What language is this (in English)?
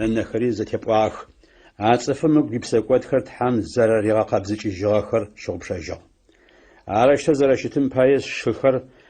Adyghe